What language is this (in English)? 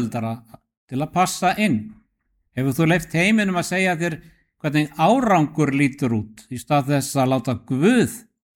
Icelandic